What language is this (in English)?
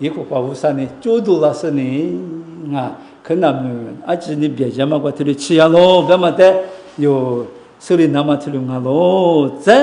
Lisu